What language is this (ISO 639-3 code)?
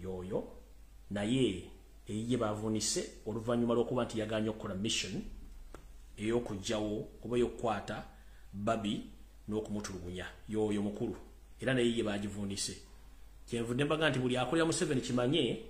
lug